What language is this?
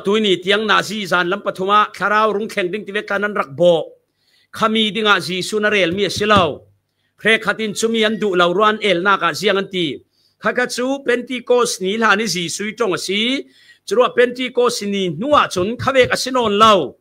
Falam Chin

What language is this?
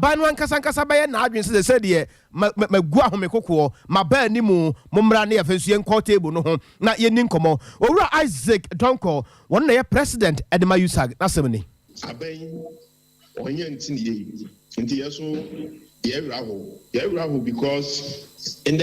Akan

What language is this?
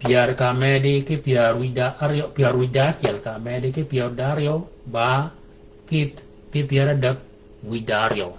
Shilluk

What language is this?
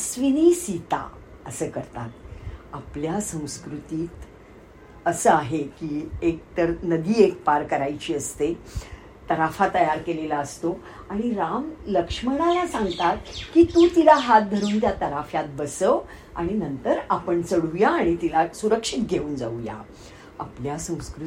Marathi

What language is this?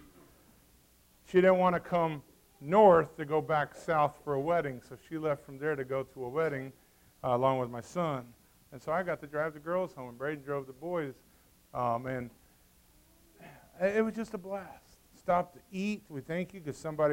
English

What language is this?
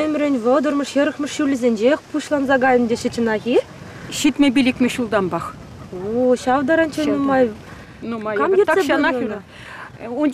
Chuvash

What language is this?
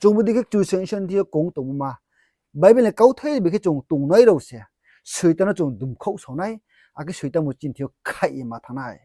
Riang (India)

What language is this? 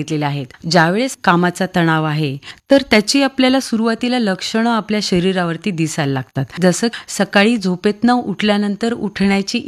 Marathi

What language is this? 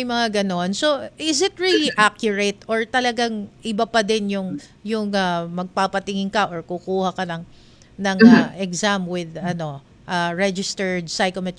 Filipino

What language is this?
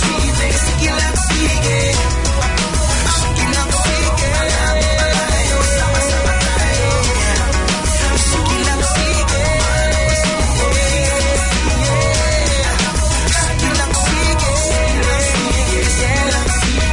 Filipino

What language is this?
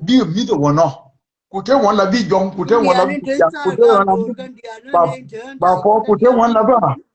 Nuer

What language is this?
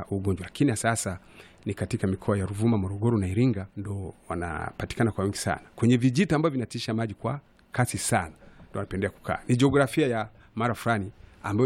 Swahili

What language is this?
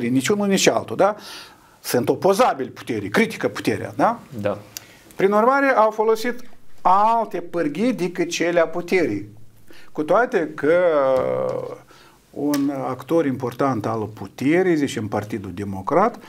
Romanian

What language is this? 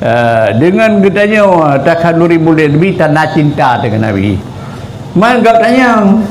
Achinese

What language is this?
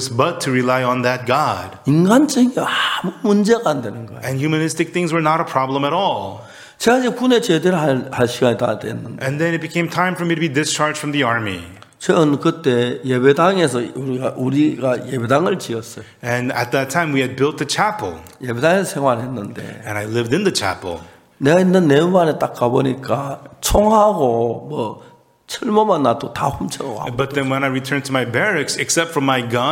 Korean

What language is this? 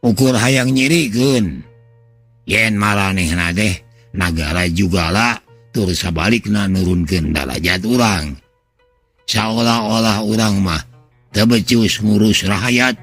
Sundanese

